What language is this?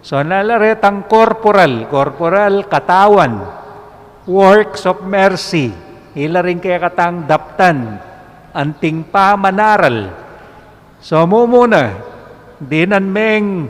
Pampanga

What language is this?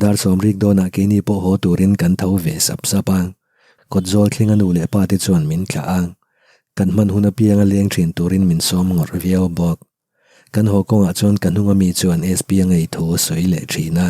Mizo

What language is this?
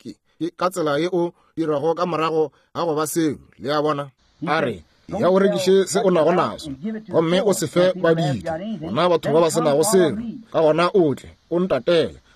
Northern Sotho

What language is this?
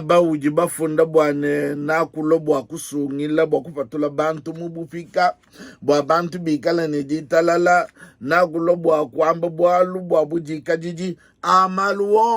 Luba-Lulua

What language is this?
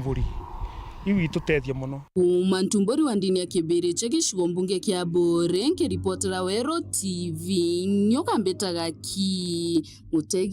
Meru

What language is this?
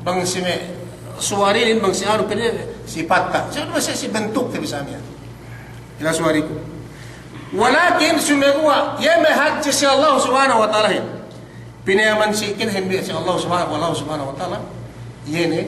Yakan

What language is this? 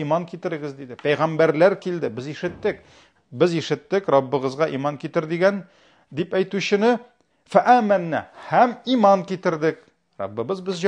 Tatar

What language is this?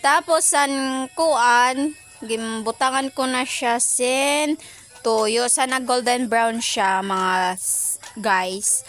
Waray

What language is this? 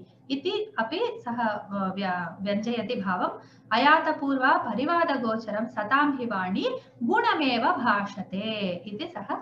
Sanskrit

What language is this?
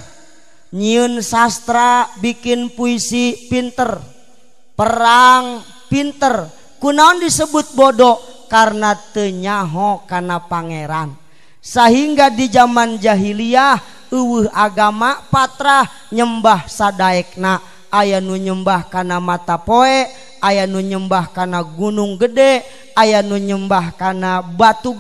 Sundanese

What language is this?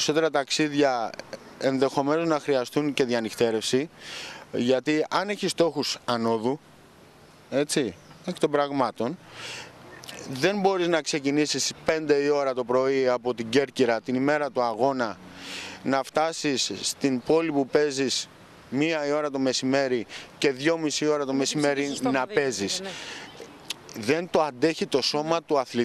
Greek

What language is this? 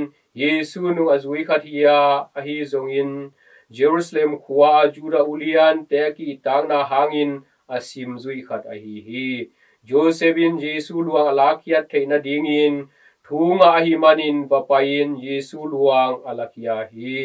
Tedim Chin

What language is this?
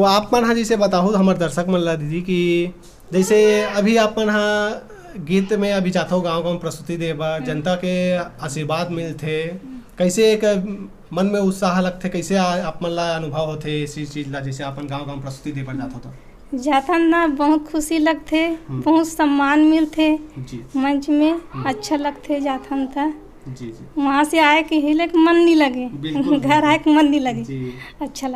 Chhattisgarhi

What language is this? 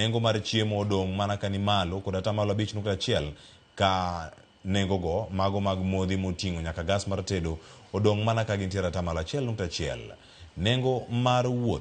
Luo (Kenya and Tanzania)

